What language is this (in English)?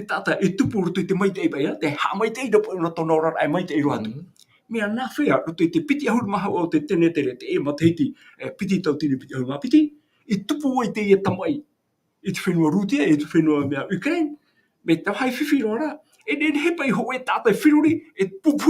Tahitian